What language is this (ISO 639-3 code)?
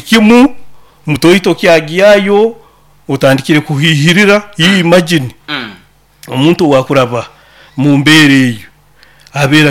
nyo